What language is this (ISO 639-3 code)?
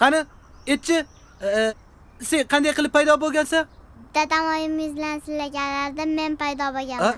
uzb